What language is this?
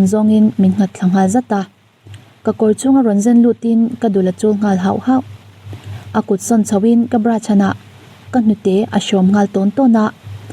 Mizo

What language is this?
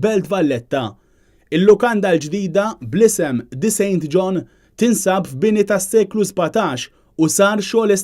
Maltese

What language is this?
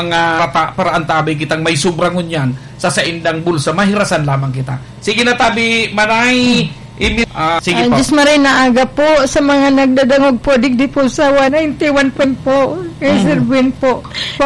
Bikol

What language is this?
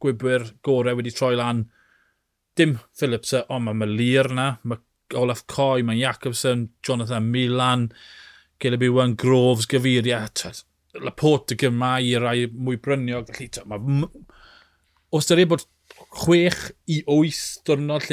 Welsh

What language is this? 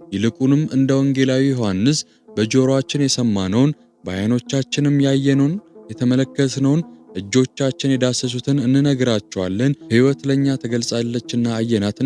Amharic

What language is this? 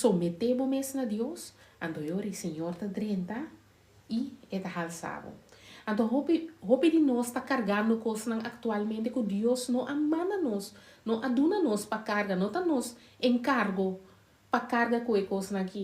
Papiamento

